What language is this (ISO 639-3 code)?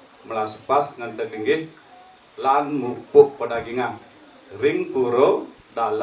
ban